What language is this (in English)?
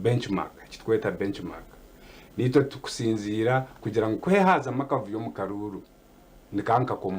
Nyankole